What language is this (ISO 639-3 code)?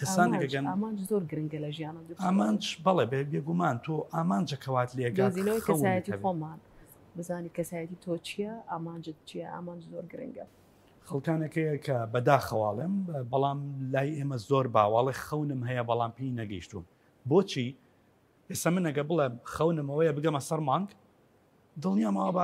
ckb